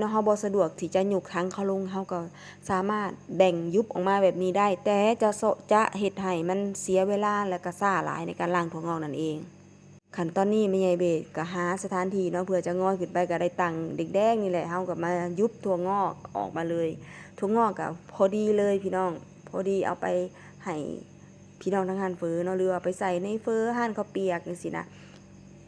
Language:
Northeastern Thai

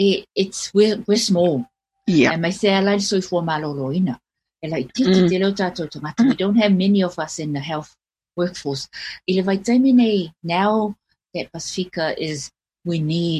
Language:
Samoan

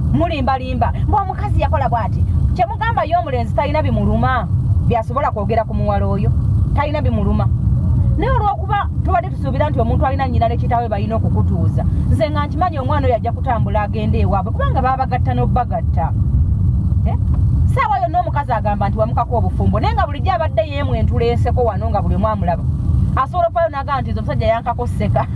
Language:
Ganda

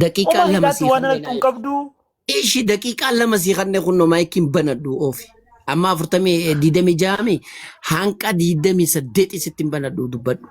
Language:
Oromo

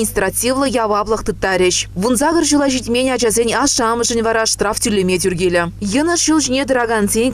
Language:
Chuvash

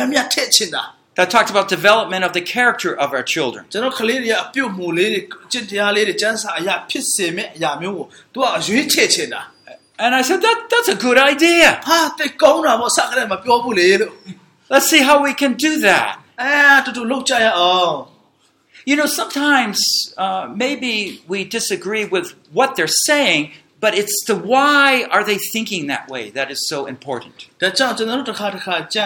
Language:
Burmese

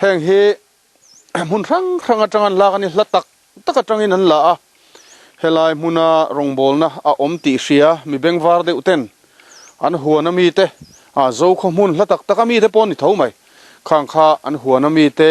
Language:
Mizo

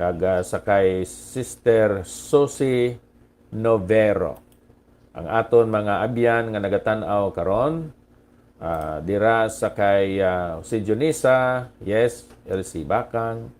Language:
Hiligaynon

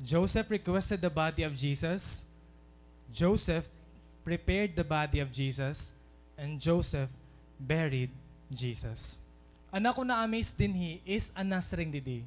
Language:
Waray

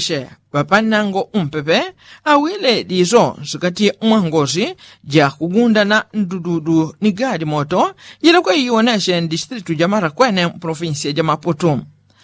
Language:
Yao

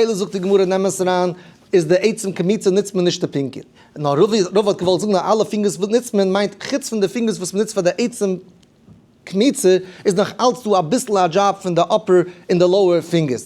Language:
Yiddish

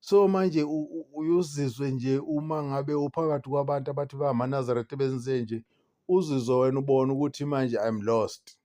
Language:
Zulu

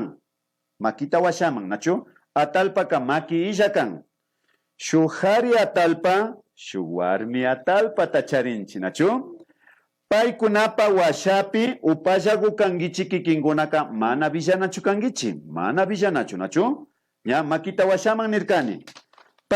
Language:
Imbabura Highland Quichua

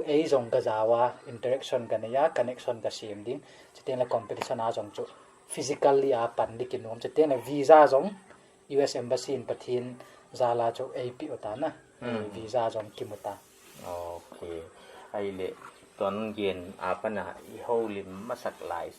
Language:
Paite Chin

